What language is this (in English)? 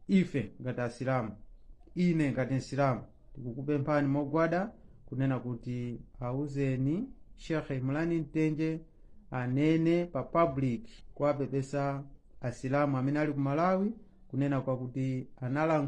Nyanja